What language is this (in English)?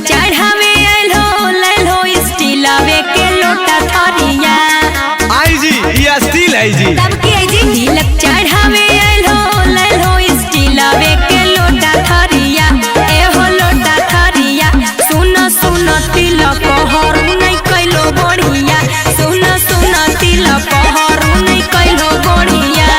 Magahi